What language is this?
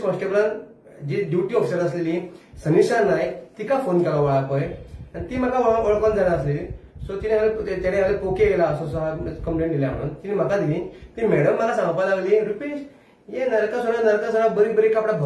Konkani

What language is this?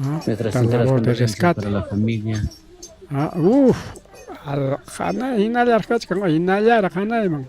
Ayacucho Quechua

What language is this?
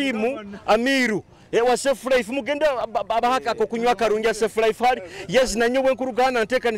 Nyoro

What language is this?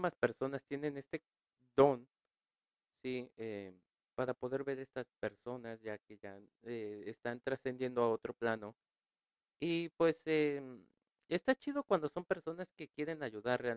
Spanish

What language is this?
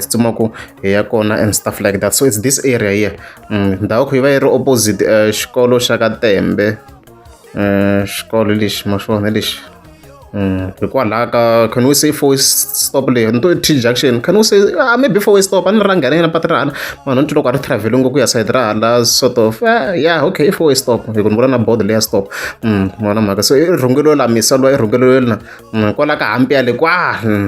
Tsonga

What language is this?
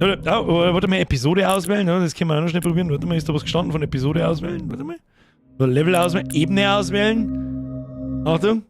Bavarian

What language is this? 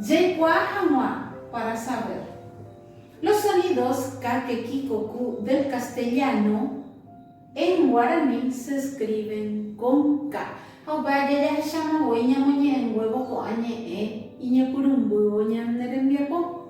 Guarani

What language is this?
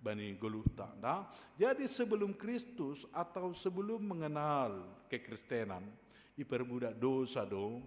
Batak Simalungun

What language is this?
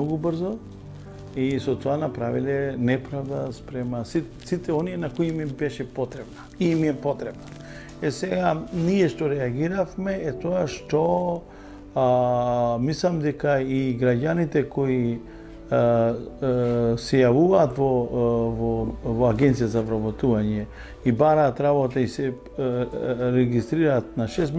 Macedonian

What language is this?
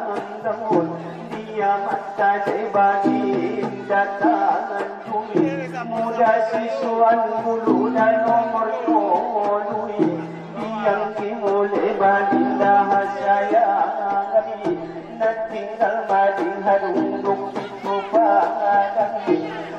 Batak Angkola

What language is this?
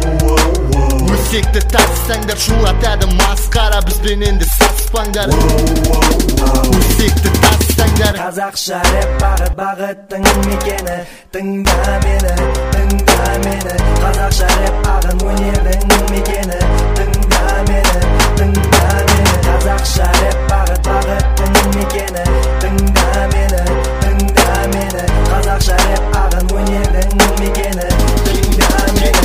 Kazakh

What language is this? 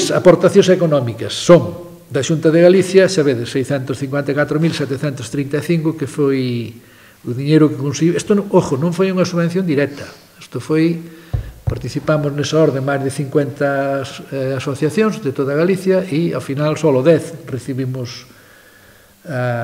Galician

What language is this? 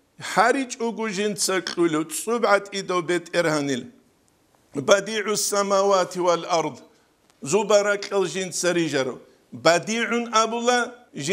Avaric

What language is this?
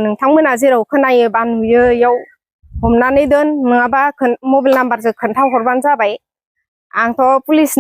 Bodo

